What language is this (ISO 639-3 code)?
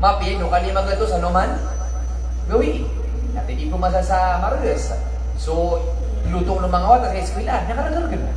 mrw